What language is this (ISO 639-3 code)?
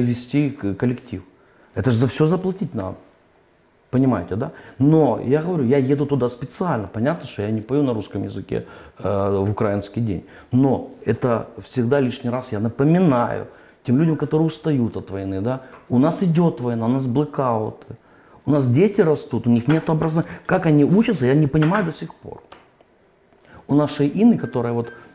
rus